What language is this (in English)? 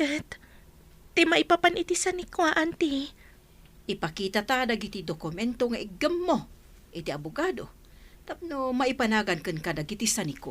Iloko